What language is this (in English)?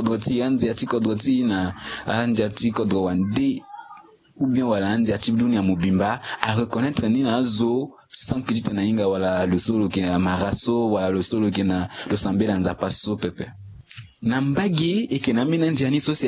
Sango